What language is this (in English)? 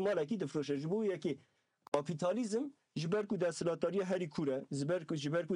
Kurdish